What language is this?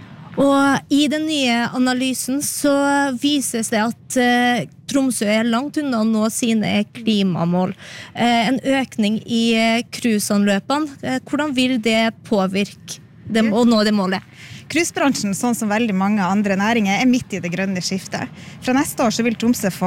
Norwegian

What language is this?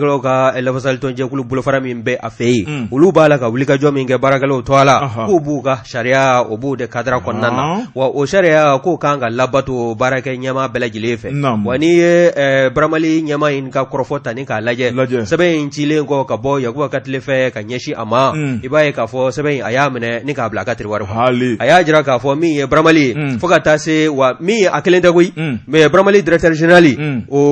Bambara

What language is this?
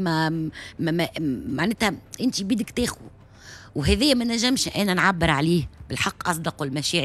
Tunisian Arabic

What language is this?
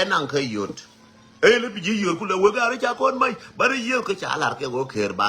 Nuer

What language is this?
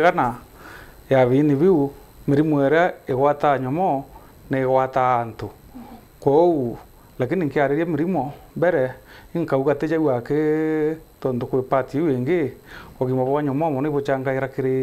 Meru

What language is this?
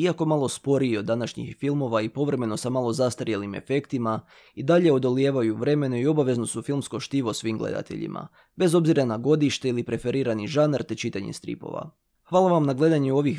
Croatian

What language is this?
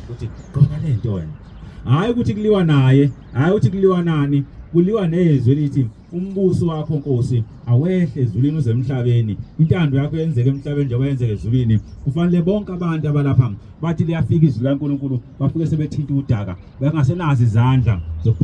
Zulu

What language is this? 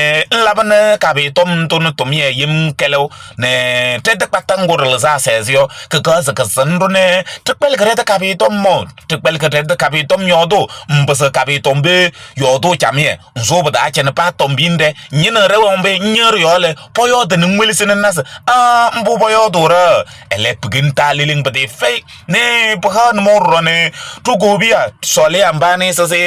Kabiyè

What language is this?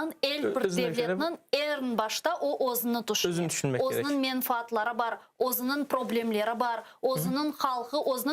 Crimean Tatar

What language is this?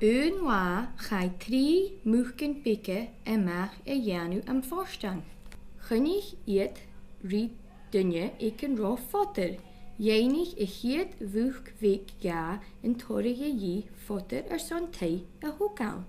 Scottish Gaelic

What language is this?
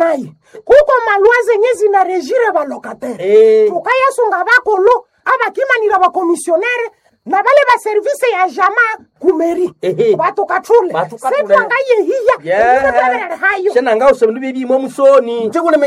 Nande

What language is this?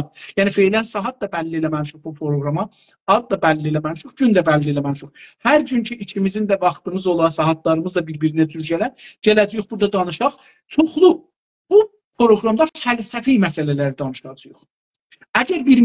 South Azerbaijani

